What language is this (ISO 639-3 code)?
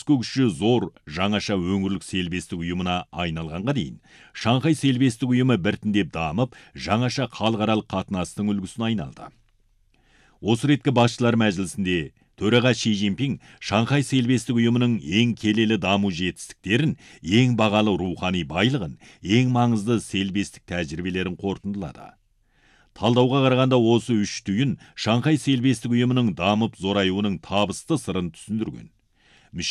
kaz